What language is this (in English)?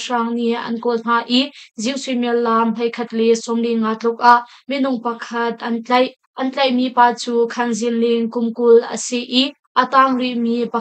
Hakha Chin